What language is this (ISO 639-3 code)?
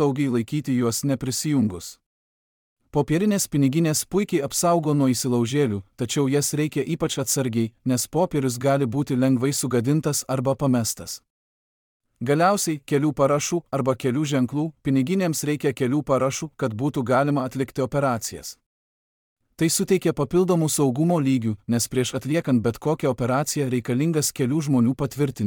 lit